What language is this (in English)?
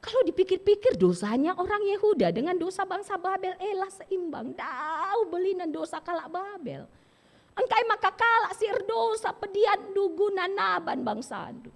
Batak Karo